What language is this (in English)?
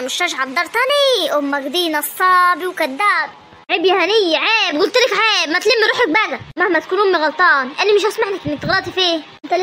Egyptian Arabic